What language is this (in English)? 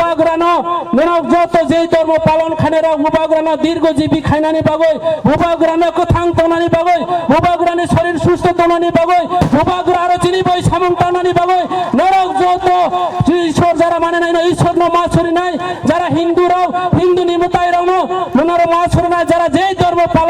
Kok Borok